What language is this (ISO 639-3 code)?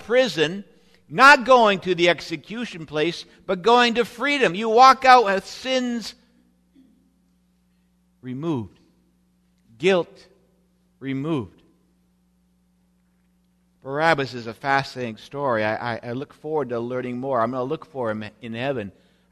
eng